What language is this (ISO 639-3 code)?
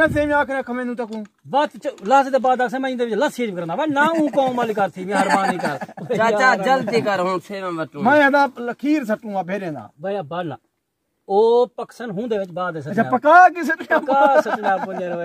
skr